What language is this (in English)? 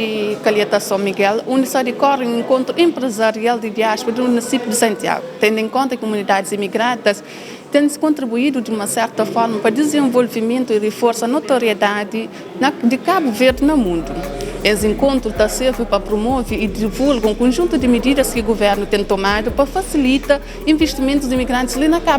Kabuverdianu